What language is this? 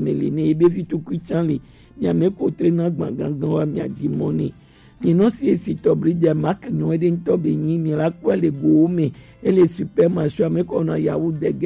Gen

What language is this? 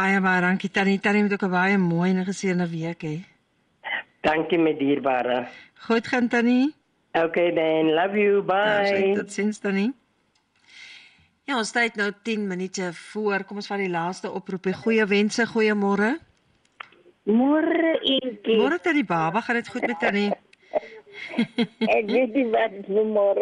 Afrikaans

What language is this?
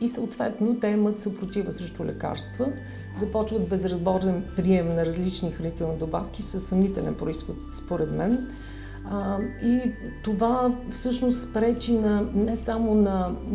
Bulgarian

